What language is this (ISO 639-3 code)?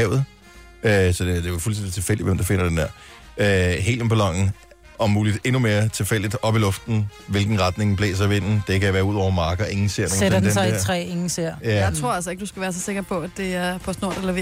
dan